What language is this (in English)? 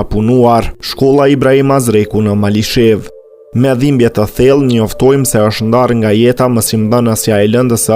Albanian